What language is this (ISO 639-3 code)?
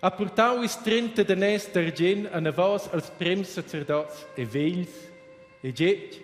roh